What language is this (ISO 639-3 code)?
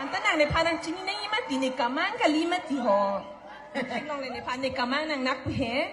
mjw